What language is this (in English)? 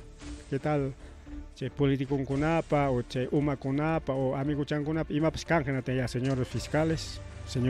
Ayacucho Quechua